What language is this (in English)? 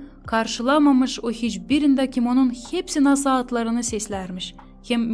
Gagauz